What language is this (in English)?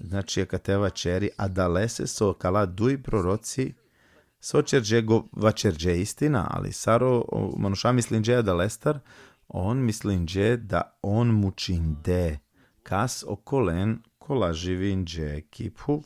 Balkan Romani